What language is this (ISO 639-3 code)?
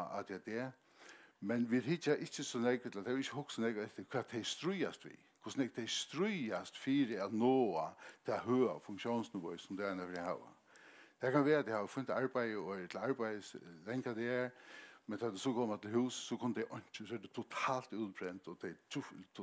fao